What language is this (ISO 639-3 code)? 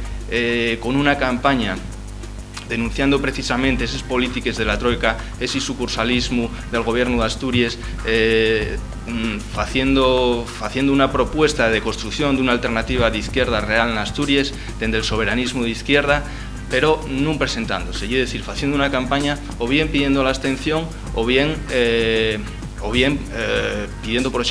ast